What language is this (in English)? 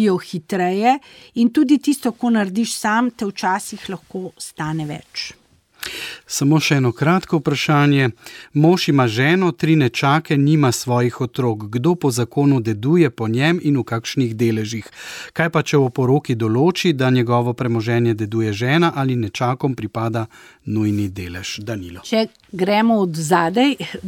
Slovenian